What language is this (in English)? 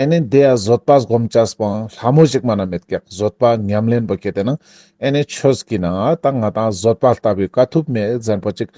Ladakhi